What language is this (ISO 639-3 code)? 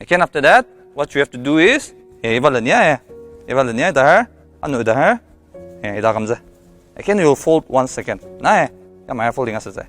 njo